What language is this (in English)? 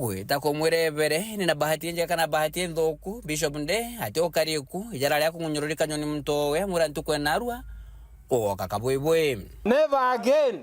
Meru